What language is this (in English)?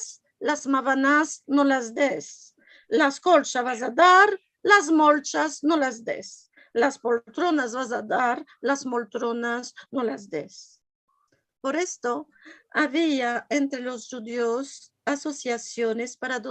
Ladino